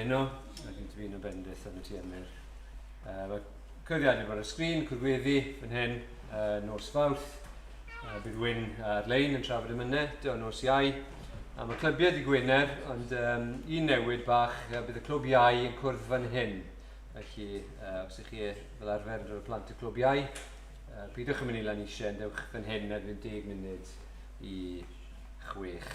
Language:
Welsh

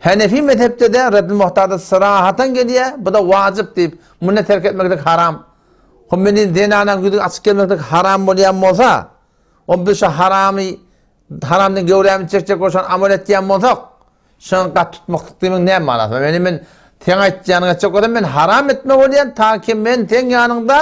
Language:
Turkmen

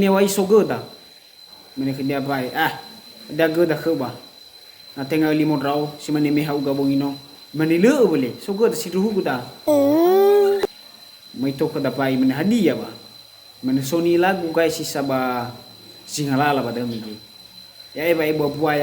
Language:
Nias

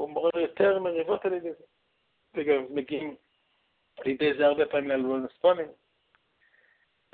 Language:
Hebrew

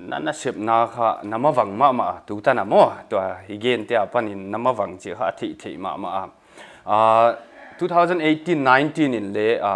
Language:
Paite Chin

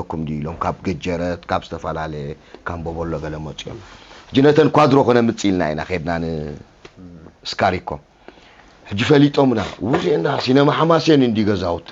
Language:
Tigrinya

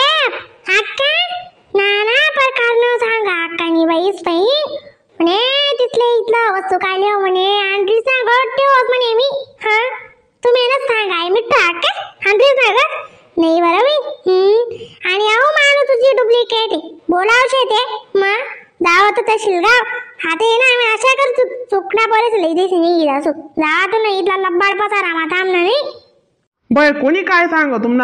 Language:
Khandesi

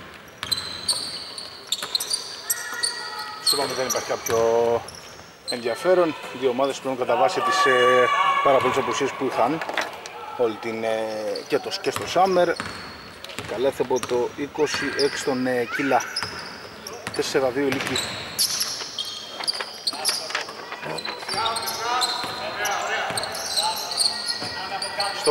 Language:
Greek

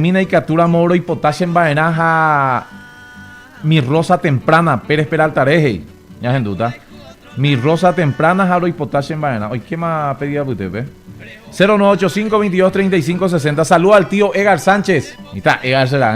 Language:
Guarani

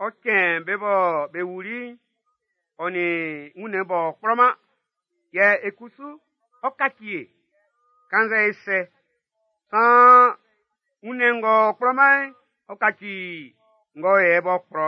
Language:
Baoulé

